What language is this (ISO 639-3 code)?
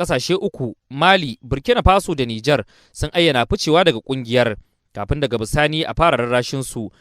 hau